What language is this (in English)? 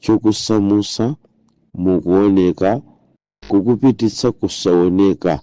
Nyanja